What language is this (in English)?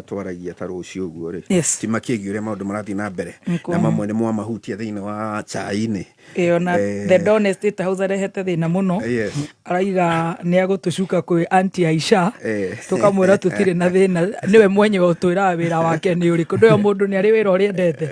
Kikuyu